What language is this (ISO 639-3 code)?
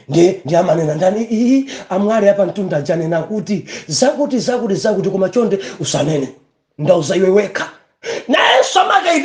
nya